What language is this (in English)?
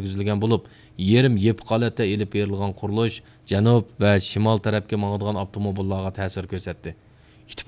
Uyghur